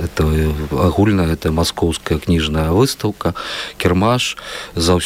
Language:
Belarusian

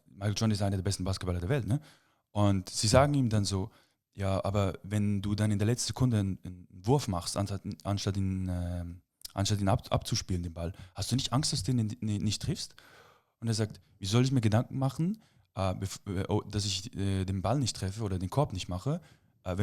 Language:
Swiss German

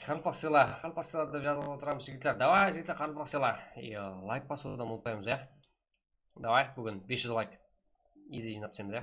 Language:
Kara-Kalpak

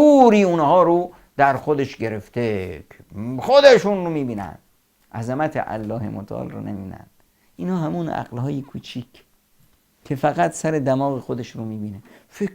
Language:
Persian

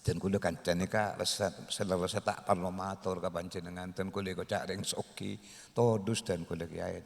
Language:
Madurese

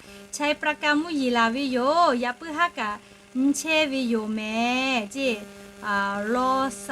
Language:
Lahu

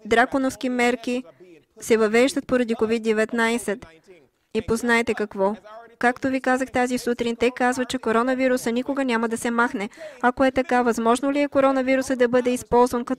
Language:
Bulgarian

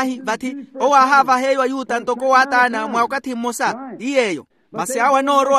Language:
Makhuwa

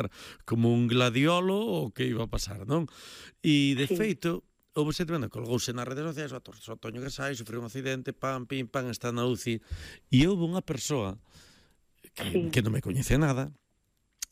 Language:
Galician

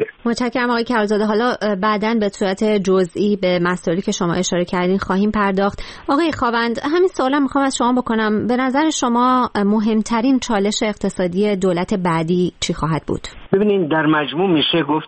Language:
Persian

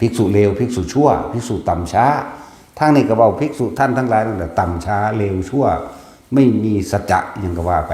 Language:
Northeastern Thai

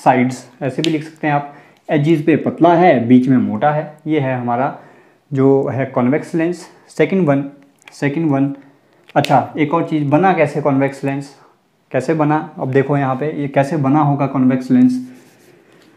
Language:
Hindi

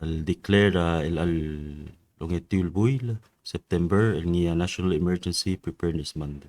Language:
Palauan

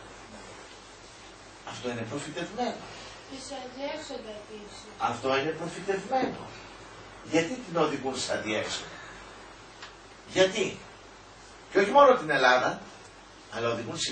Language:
Greek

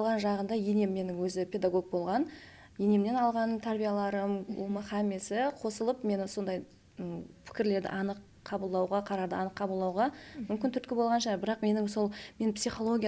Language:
Kara-Kalpak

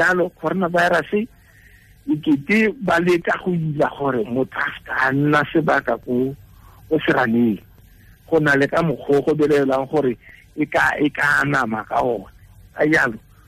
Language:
Tswana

